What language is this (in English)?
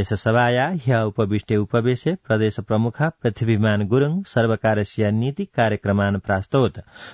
Sanskrit